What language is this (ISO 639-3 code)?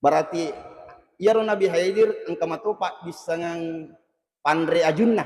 bug